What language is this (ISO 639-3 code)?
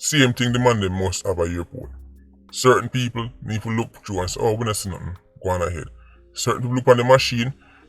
jam